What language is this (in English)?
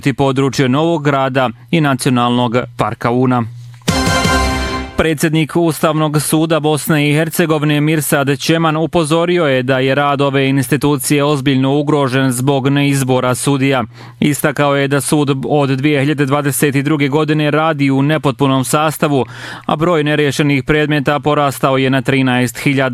Bosnian